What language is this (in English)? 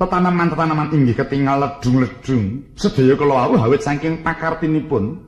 Javanese